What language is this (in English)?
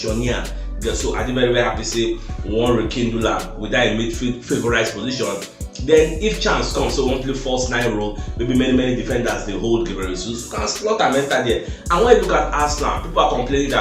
Nigerian Pidgin